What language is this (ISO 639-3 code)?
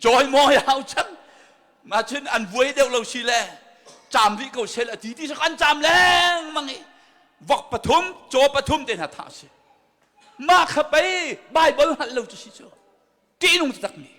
cnh